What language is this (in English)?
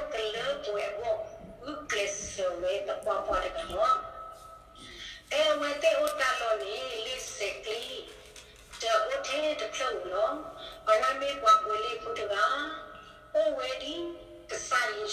S'gaw Karen